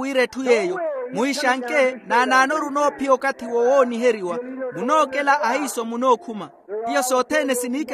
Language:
Makhuwa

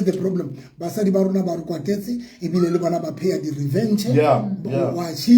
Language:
Southern Sotho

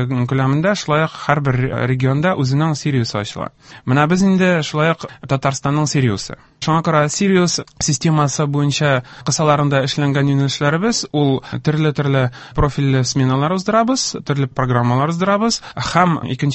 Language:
Tatar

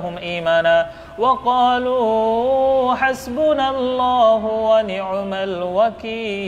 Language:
Arabic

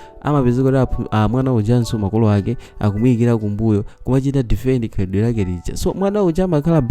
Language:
Nyanja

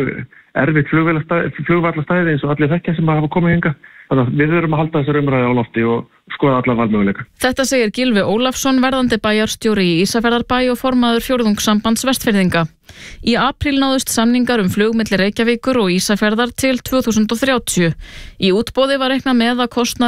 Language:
Icelandic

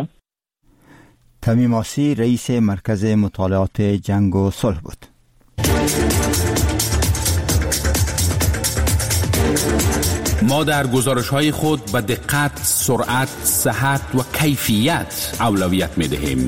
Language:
Persian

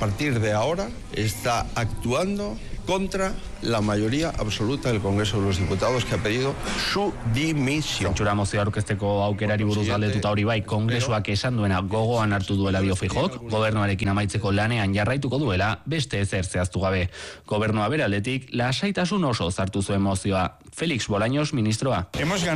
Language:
Basque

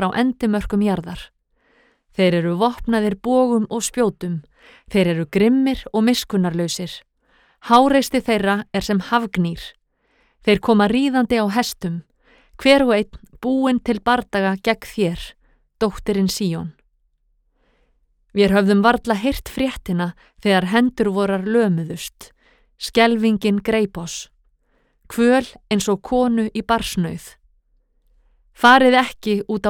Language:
Icelandic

